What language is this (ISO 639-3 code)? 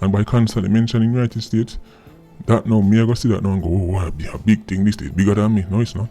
jam